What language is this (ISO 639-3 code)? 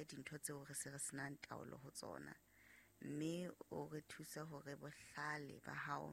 sot